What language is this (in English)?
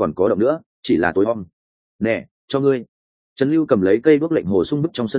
Vietnamese